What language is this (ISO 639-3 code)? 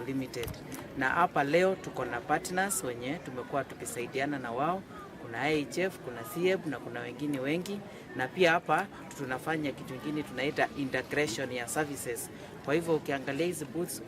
kam